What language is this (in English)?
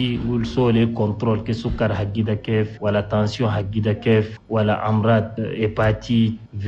Chadian Arabic